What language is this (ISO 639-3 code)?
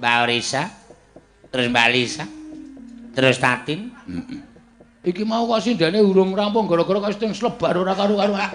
jav